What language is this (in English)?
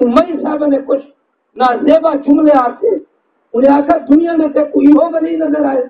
Saraiki